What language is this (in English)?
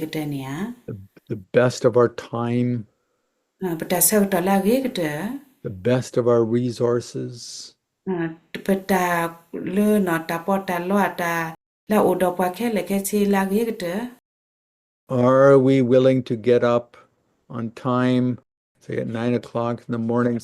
S'gaw Karen